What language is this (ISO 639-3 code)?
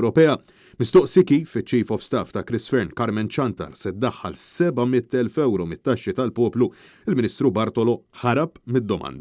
mlt